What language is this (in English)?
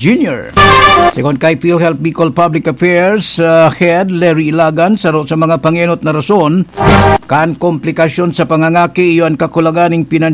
Bikol